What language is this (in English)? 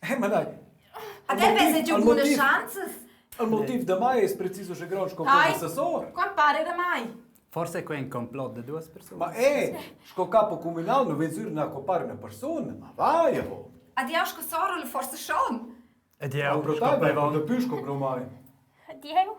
Romansh